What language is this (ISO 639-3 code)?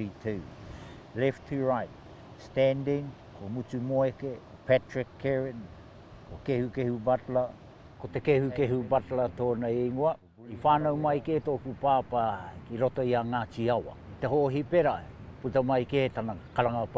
mri